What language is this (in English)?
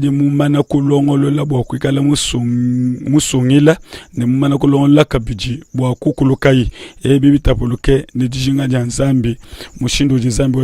Luba-Lulua